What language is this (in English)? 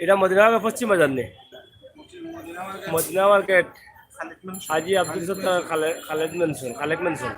Sylheti